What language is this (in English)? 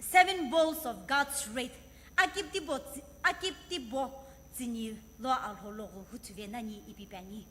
Sumi Naga